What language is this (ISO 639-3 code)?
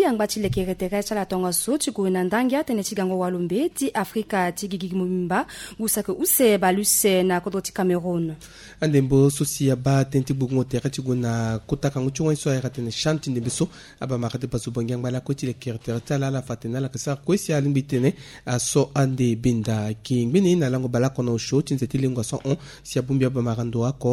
sag